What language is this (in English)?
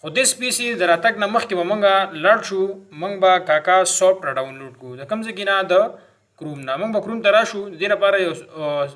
Pashto